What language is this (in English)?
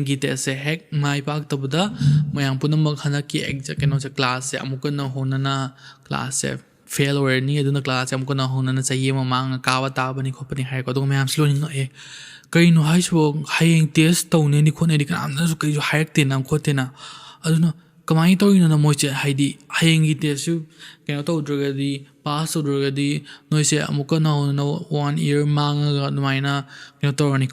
Manipuri